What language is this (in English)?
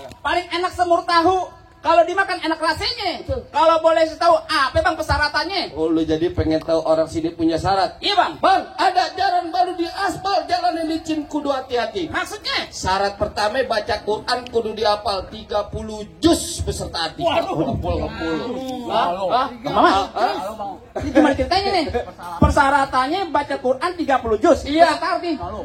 Betawi